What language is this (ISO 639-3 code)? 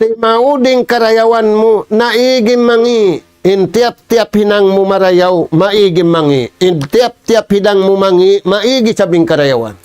tsg